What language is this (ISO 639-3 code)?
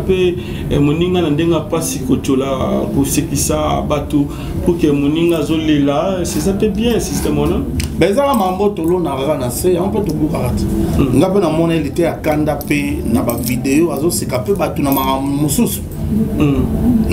lin